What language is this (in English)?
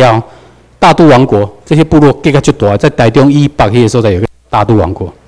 Chinese